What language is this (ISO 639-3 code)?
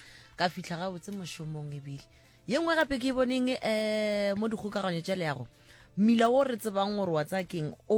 nso